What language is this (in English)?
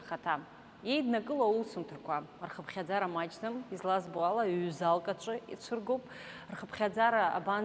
Abkhazian